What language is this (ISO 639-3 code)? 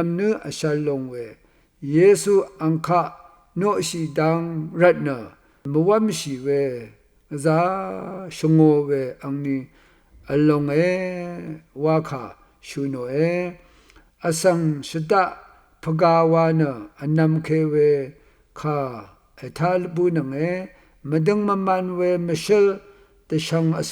raw